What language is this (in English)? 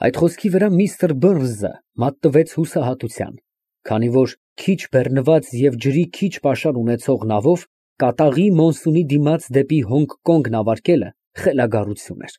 Armenian